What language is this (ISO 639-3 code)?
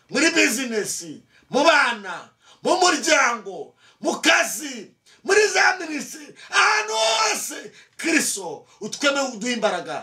kin